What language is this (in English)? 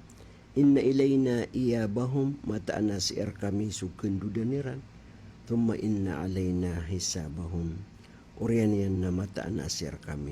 Maranao